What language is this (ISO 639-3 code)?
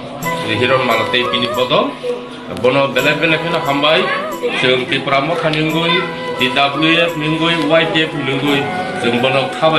trp